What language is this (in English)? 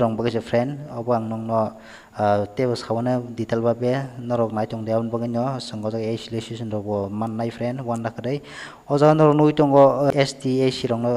Kok Borok